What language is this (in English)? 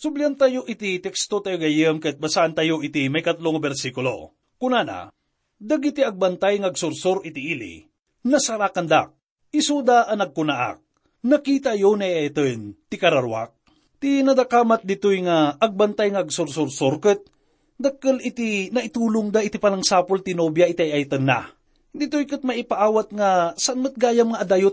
Iloko